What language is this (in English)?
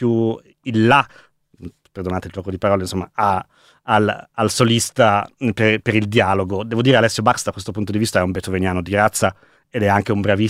Italian